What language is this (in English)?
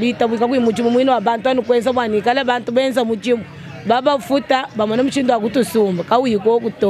Luba-Lulua